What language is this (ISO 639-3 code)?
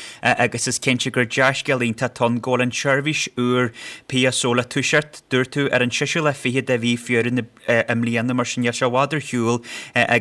gle